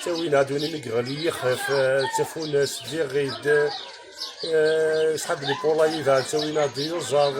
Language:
Kabyle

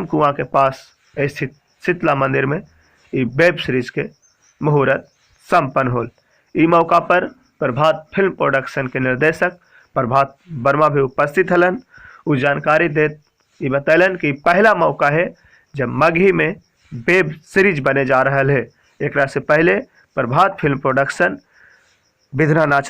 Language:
Magahi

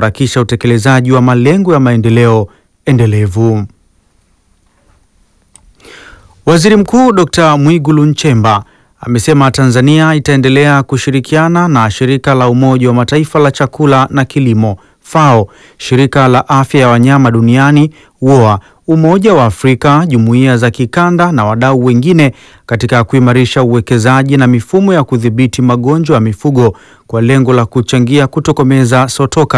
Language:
Swahili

